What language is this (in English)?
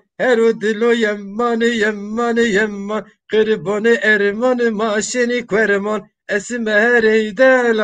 Zaza